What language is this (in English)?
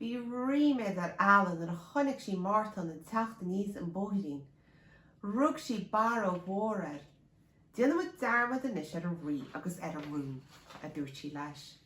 Irish